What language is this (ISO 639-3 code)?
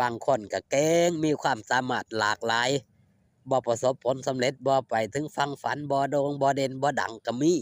lao